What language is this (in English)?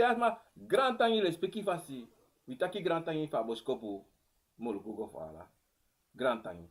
Sranan Tongo